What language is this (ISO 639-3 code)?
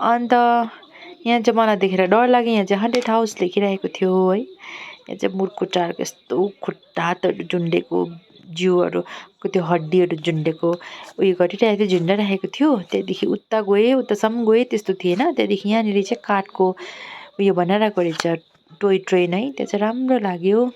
nep